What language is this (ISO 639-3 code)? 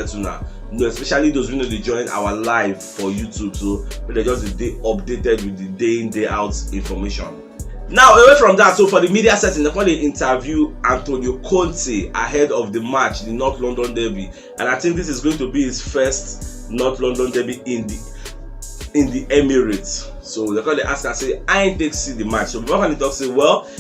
pcm